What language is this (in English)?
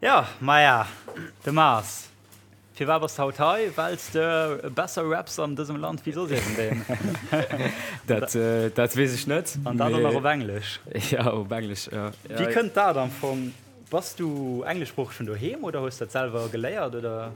Luxembourgish